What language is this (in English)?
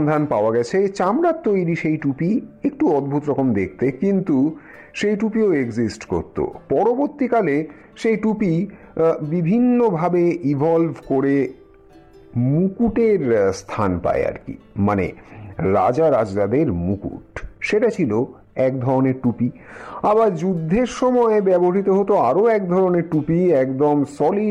Bangla